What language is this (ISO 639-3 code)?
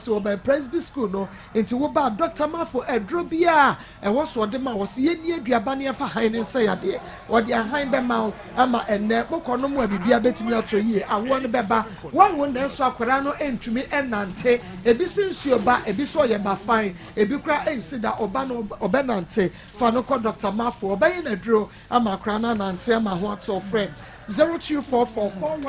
aka